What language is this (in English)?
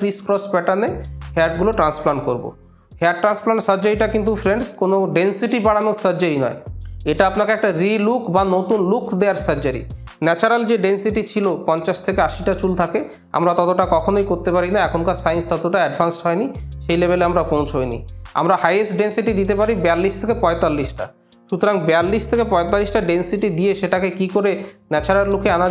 Bangla